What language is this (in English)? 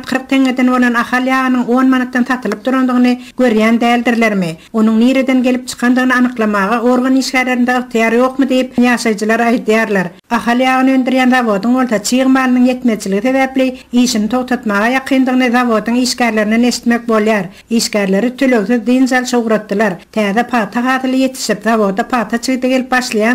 Turkmen